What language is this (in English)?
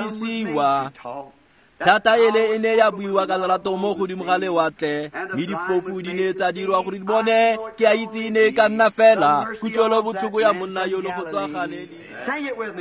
Tswana